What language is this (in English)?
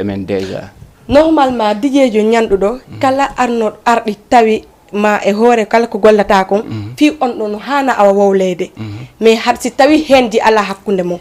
Fula